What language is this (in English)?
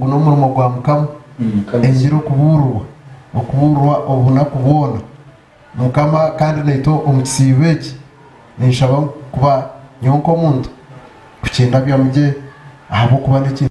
Nyankole